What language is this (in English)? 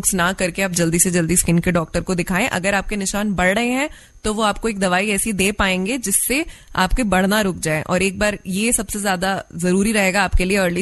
Hindi